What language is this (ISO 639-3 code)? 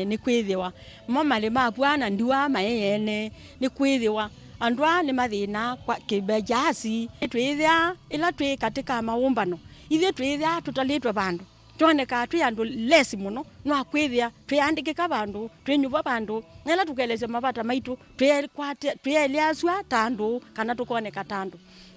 kam